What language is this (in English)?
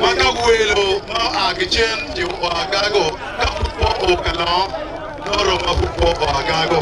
Acoli